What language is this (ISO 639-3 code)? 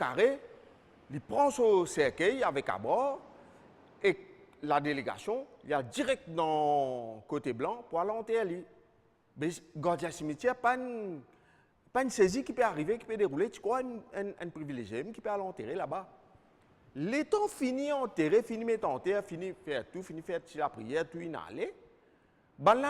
mfe